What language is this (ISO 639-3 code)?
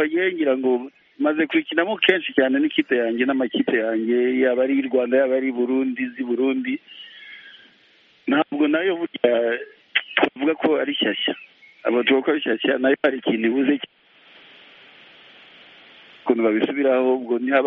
kin